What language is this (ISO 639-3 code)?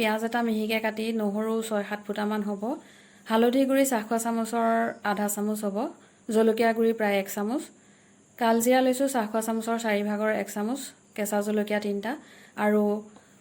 asm